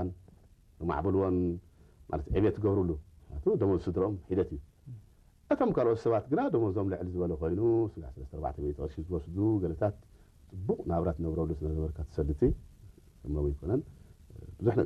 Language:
Tigrinya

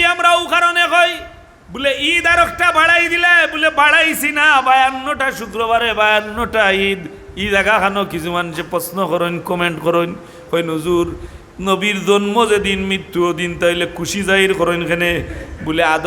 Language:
Sylheti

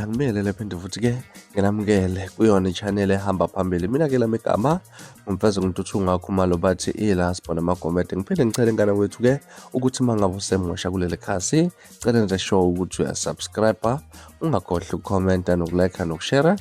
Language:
Zulu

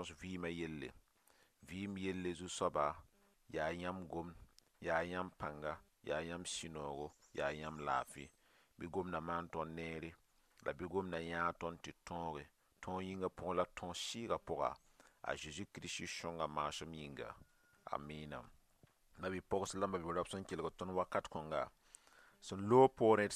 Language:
Mossi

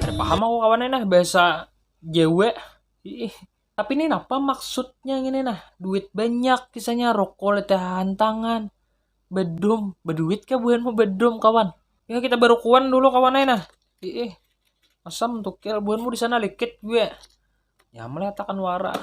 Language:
Banjar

